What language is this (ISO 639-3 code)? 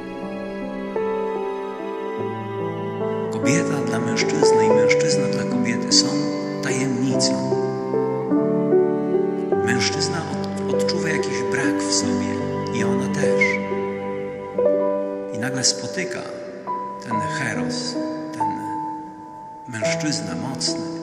pol